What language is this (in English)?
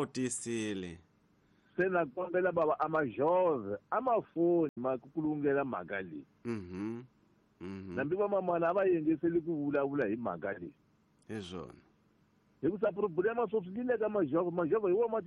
Tsonga